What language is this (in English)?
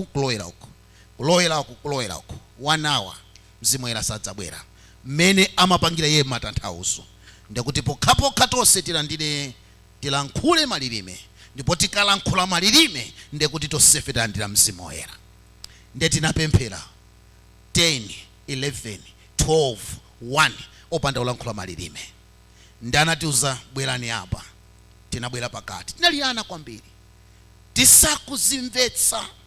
Nyanja